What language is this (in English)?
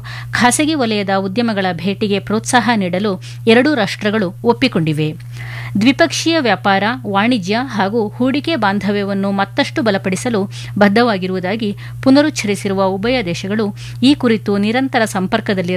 Kannada